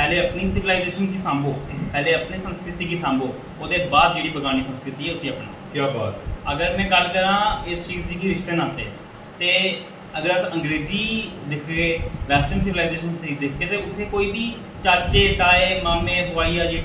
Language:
Dogri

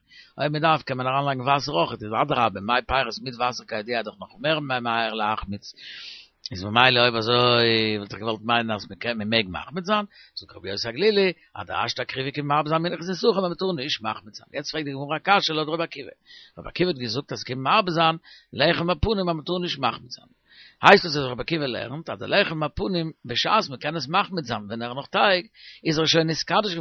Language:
Yiddish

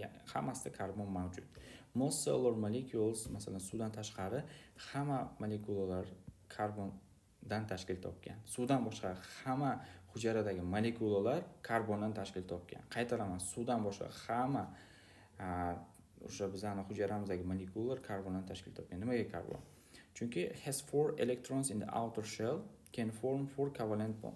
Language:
Uzbek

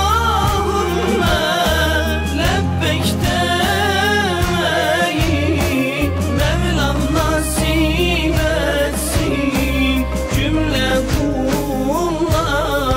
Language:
Turkish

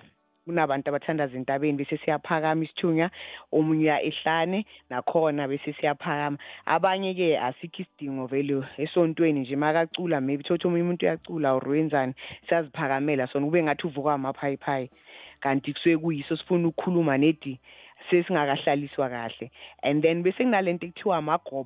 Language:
South Ndebele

